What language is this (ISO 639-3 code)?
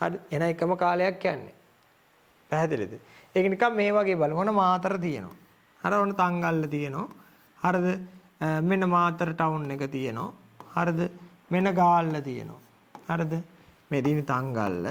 sin